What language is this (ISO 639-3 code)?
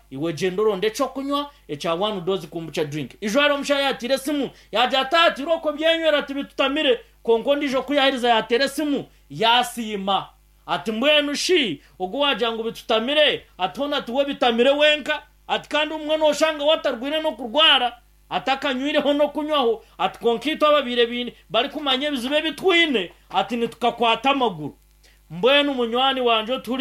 nyn